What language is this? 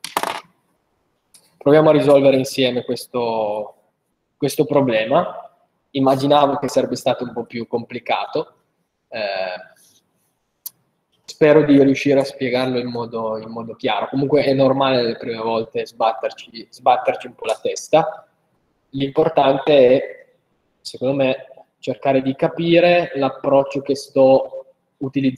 Italian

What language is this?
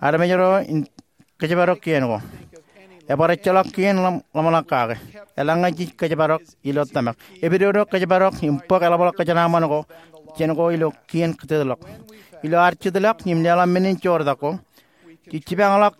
Marshallese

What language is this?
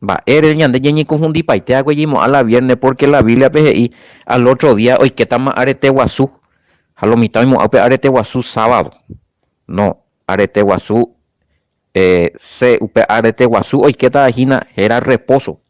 Guarani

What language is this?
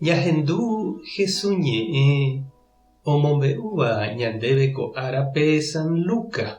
Guarani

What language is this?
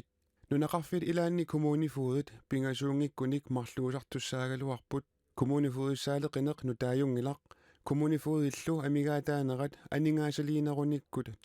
Kalaallisut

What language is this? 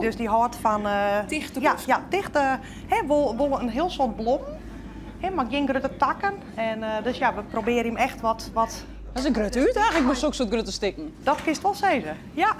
Western Frisian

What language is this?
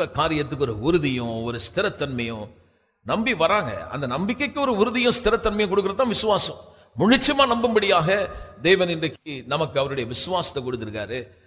Tamil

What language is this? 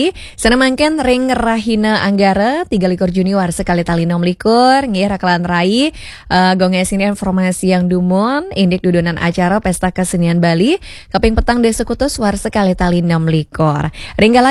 Balinese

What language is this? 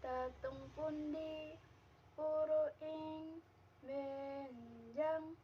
Javanese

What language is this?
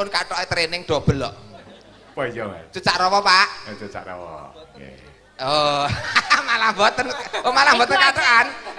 Javanese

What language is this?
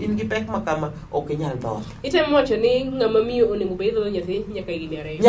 Luo (Kenya and Tanzania)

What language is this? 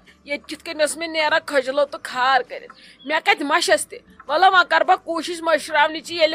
Kashmiri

